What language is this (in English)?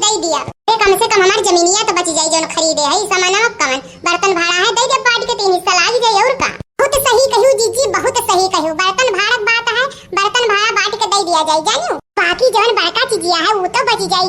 Awadhi